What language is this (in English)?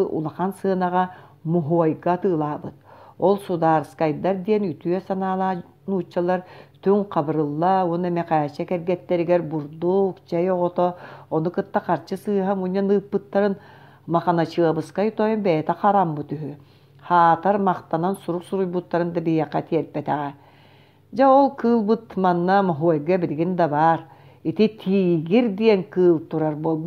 Yakut